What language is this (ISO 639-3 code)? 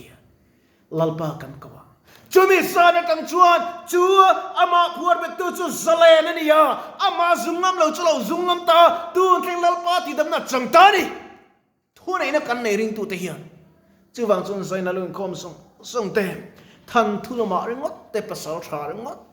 lus